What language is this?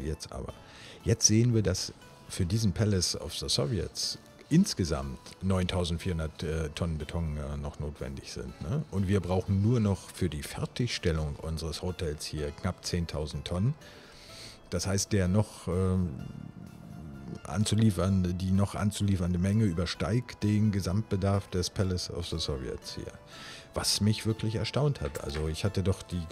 German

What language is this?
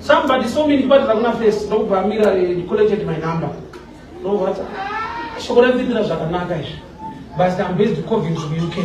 Shona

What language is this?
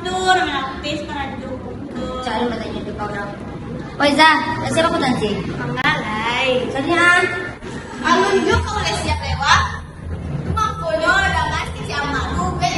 Minangkabau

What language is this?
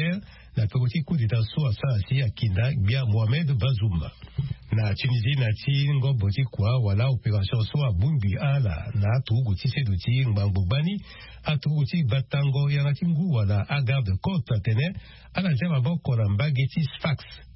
Sango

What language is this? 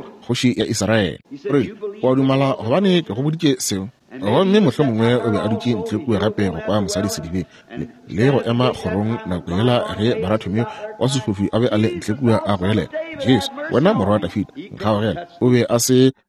Northern Sotho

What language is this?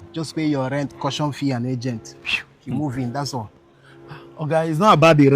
Nigerian Pidgin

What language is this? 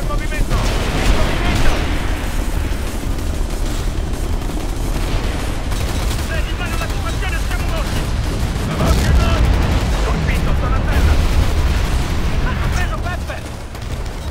Italian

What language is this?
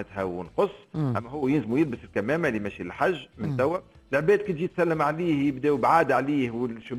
Tunisian Arabic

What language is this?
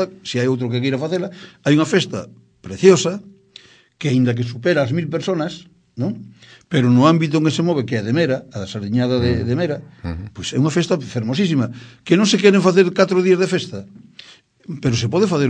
Galician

